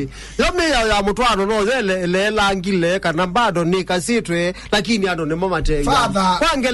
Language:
Kamba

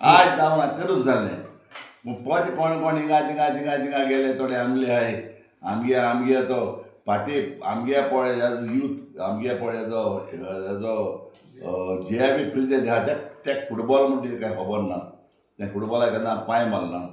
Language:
Konkani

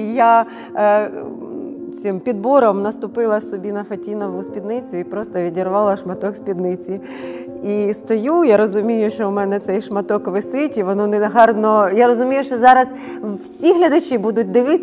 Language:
Ukrainian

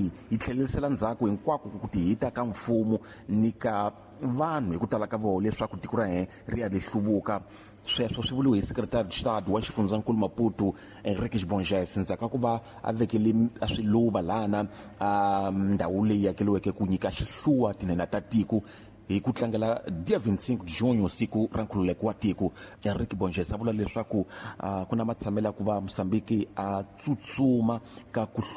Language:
Tsonga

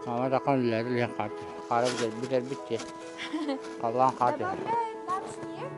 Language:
Yakut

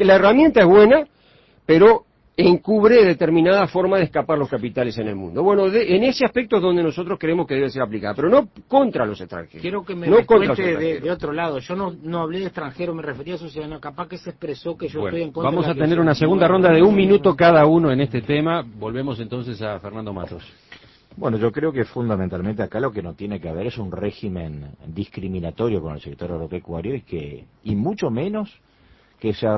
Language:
Spanish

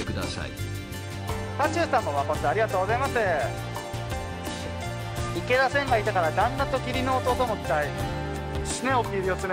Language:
Japanese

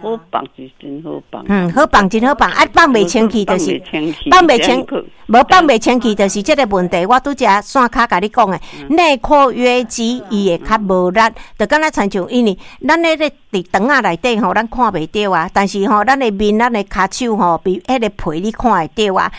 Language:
Min Nan Chinese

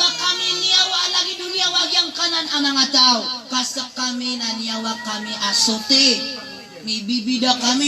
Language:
Maranao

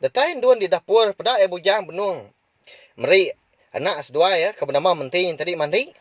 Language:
Iban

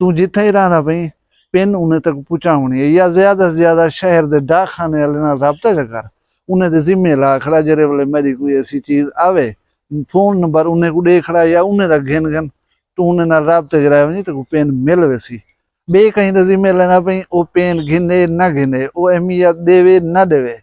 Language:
Saraiki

